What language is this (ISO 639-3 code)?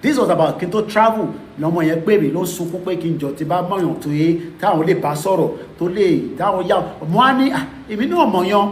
yor